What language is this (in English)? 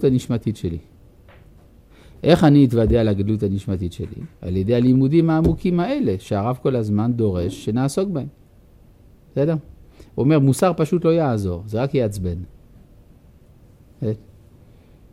Hebrew